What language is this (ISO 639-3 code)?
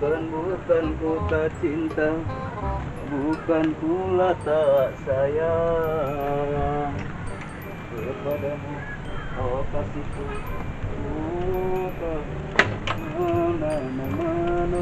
bew